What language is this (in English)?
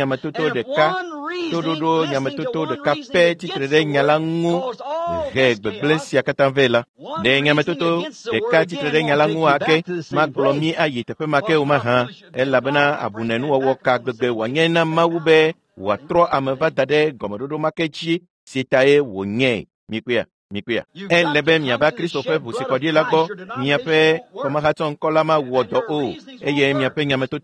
Ewe